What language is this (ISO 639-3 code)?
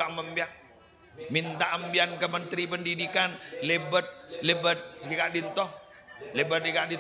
mad